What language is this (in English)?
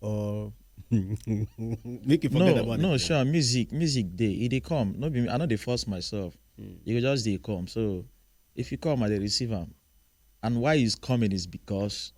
Nigerian Pidgin